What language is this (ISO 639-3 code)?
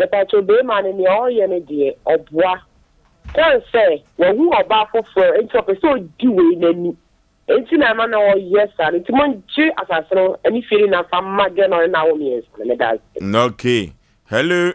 aka